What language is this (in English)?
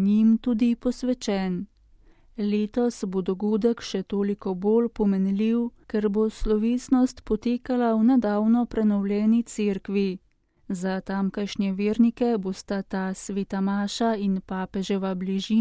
Slovenian